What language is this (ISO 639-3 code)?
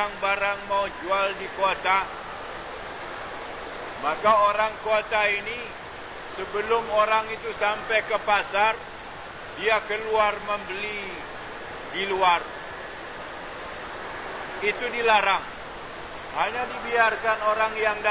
msa